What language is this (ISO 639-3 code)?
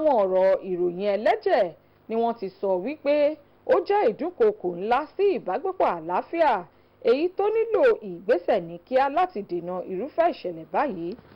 yor